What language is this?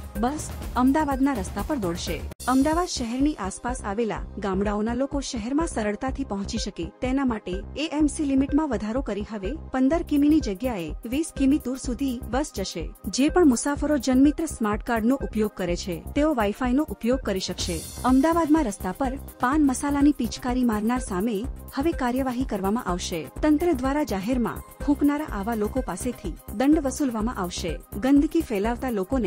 Gujarati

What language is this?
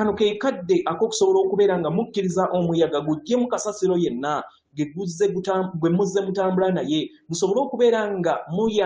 Ganda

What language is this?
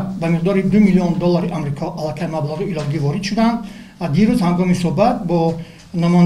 Tajik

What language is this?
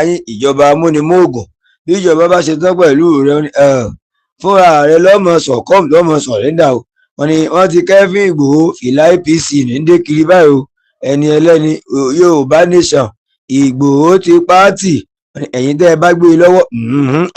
Yoruba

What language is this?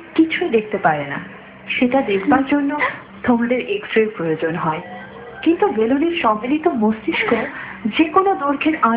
Bangla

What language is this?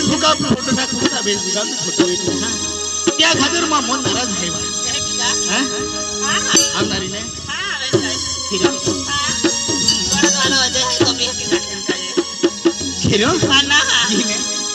Bhojpuri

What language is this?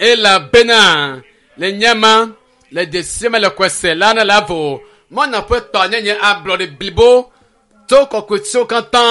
Ewe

